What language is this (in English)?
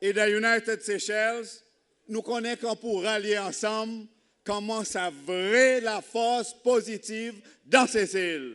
Seselwa Creole French